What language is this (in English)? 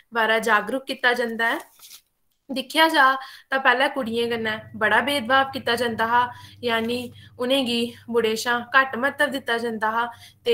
Dogri